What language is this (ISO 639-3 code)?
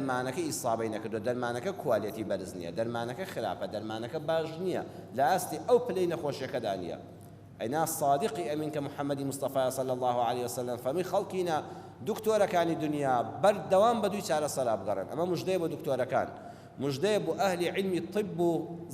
ckb